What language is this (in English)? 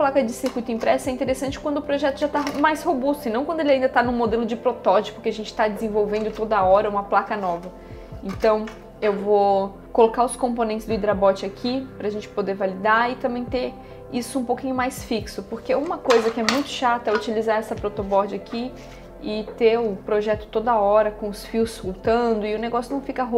Portuguese